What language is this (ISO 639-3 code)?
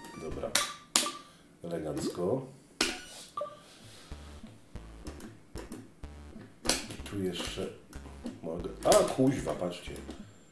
pol